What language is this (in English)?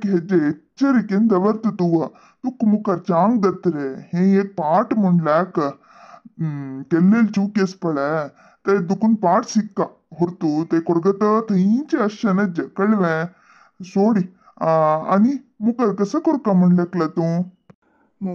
Konkani